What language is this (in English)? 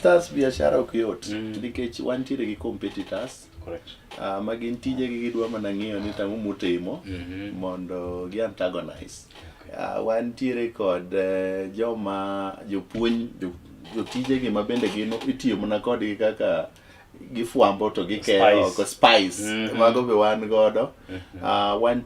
Luo (Kenya and Tanzania)